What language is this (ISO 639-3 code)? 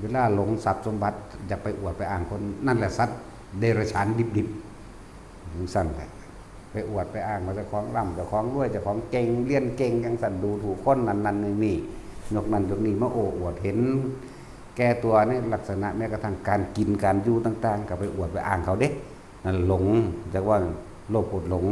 tts